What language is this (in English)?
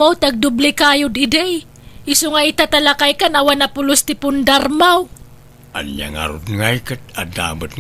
Iloko